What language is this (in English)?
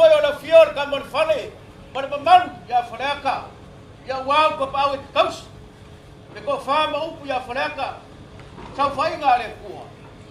Samoan